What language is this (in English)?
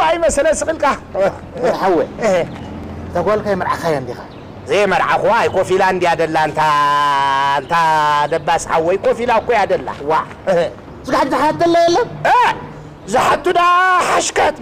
Tigrinya